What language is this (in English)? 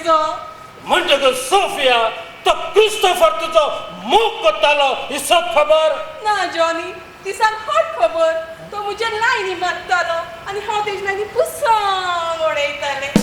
Konkani